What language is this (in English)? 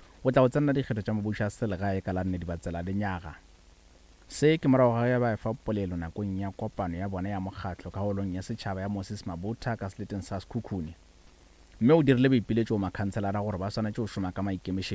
Northern Sotho